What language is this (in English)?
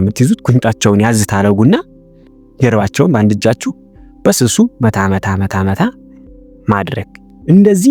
Amharic